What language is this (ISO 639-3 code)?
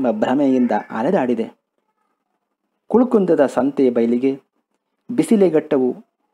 kan